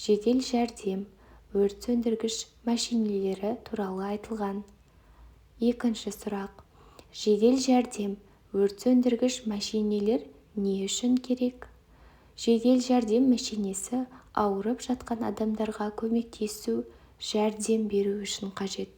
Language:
Kazakh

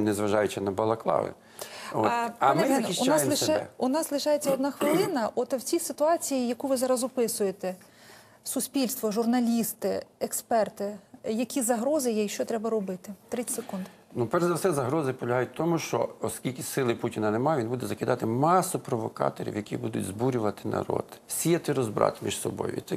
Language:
Ukrainian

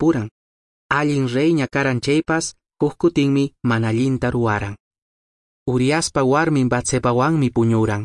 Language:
Quechua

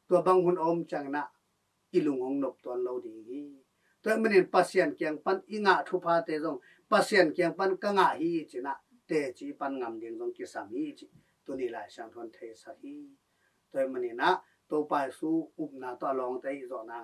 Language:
Tedim Chin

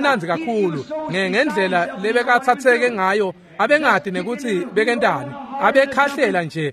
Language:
Swati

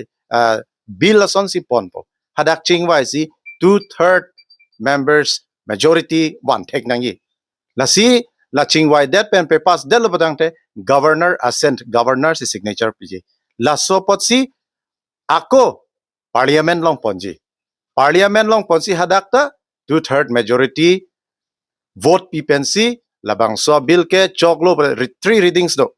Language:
Karbi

